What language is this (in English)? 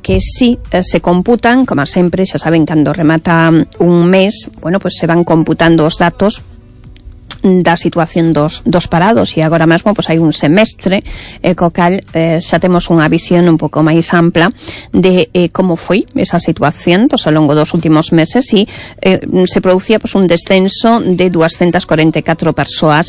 Galician